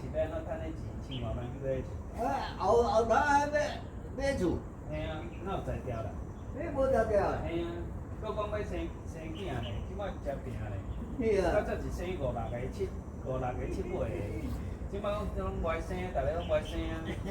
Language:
Min Nan Chinese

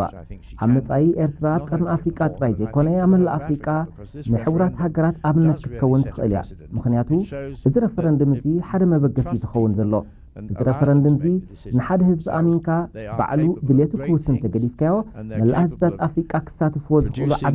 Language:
Tigrinya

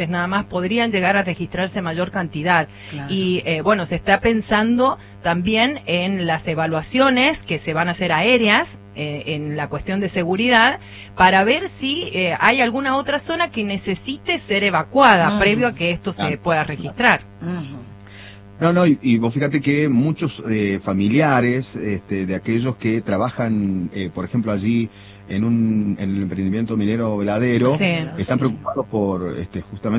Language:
Spanish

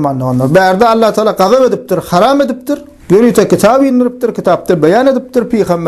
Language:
Turkmen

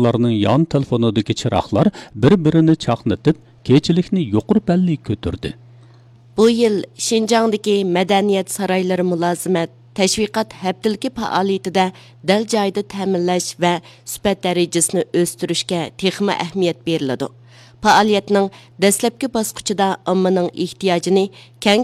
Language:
Uyghur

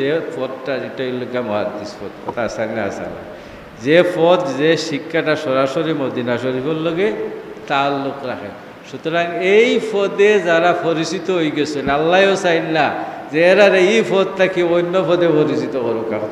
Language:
Sylheti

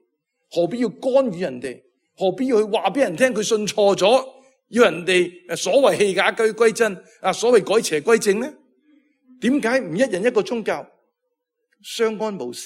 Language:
Cantonese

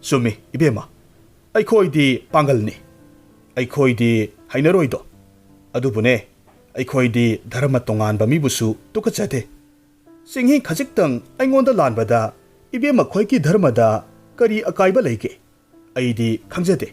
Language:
Manipuri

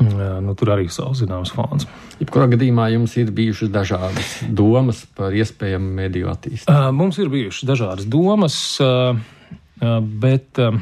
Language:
Latvian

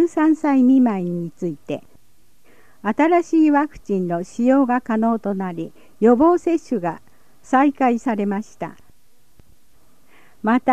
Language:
Japanese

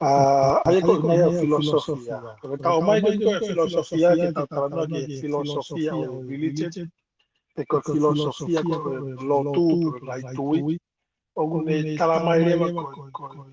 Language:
Tongan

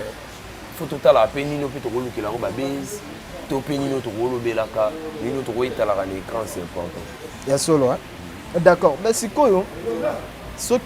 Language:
Lingala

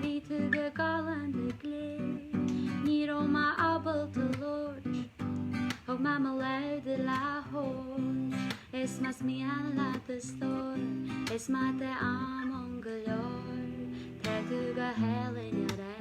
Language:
Irish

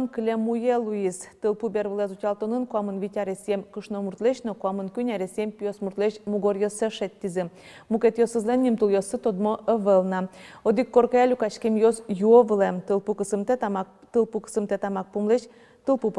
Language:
Udmurt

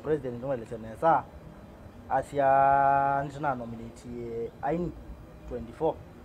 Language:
Kamba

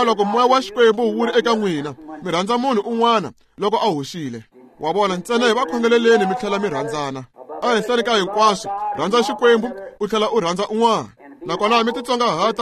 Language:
Tsonga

